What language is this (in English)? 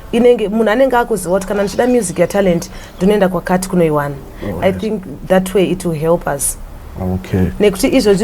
Shona